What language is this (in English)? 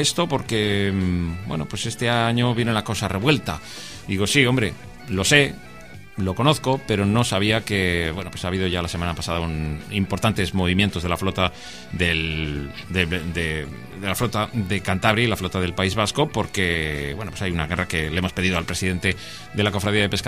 Spanish